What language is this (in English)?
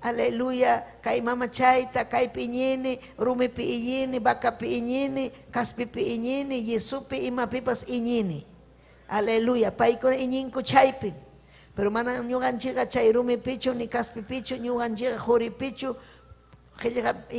Ayacucho Quechua